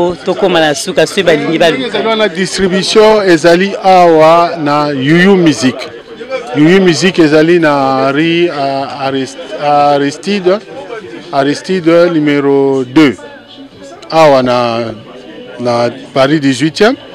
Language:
Lingala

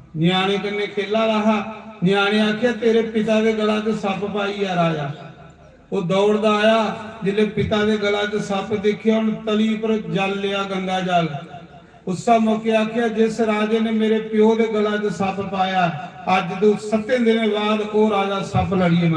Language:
Dogri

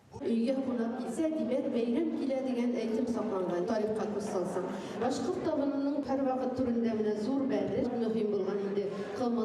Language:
Bashkir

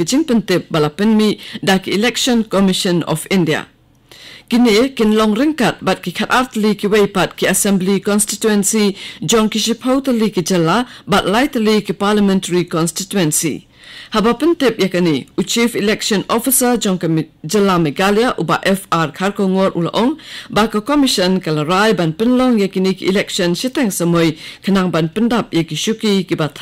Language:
Khasi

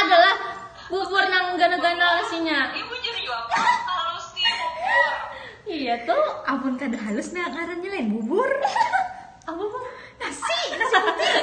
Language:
Banjar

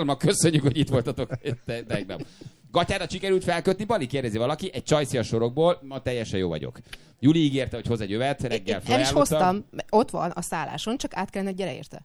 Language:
Hungarian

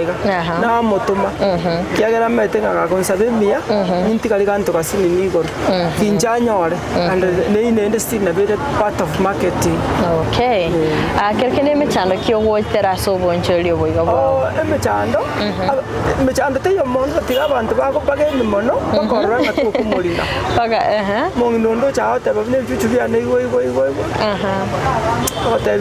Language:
Gusii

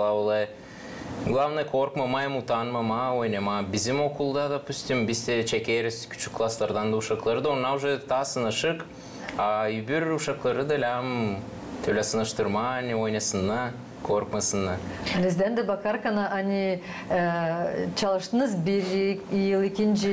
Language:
Gagauz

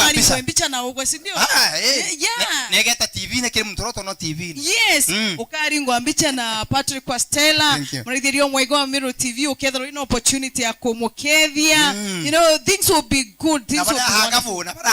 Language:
Meru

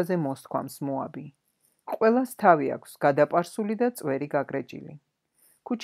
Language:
Georgian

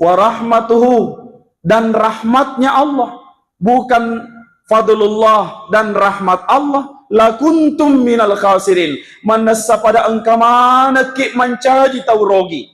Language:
Buginese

